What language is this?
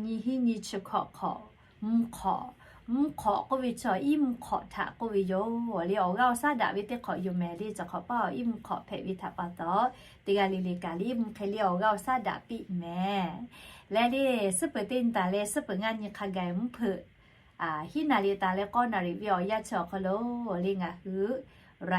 Lahu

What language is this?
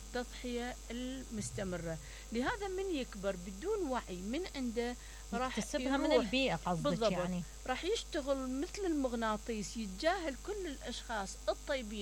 Mesopotamian Arabic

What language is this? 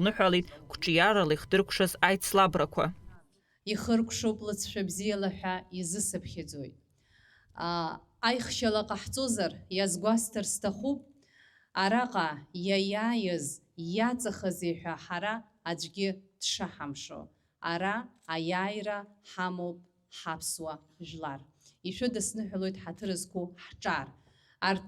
Abkhazian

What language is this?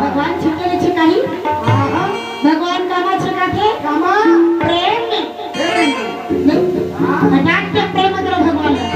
Chhattisgarhi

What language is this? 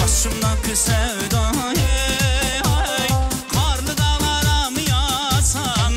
Turkmen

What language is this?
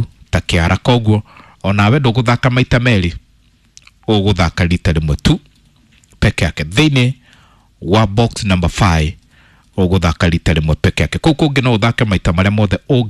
Kikuyu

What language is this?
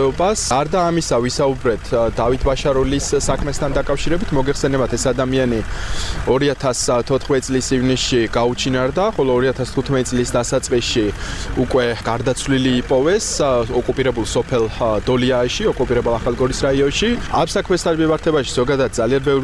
Georgian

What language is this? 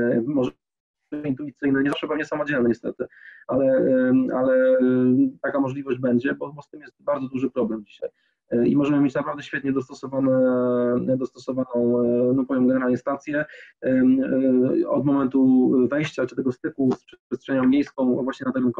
Polish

